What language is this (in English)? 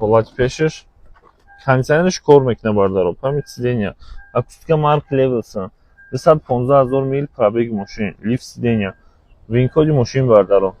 Tajik